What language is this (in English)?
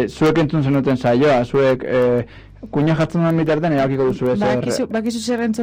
Basque